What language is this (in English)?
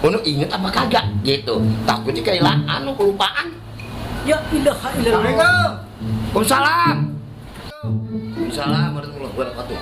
Betawi